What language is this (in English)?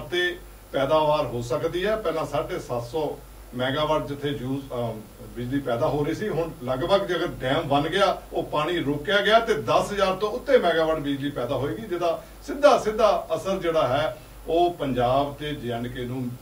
Punjabi